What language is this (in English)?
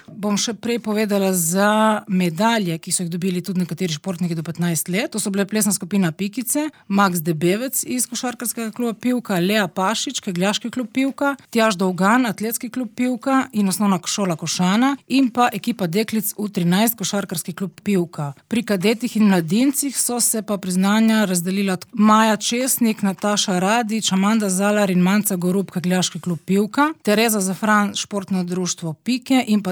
Slovenian